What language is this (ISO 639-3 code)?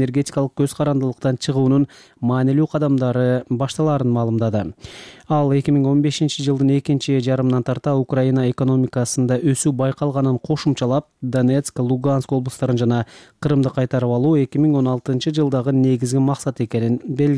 kir